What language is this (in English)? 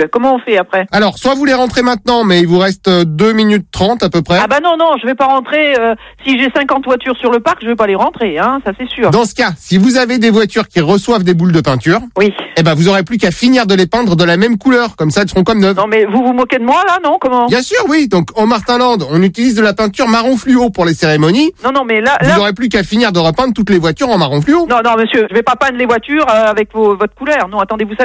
French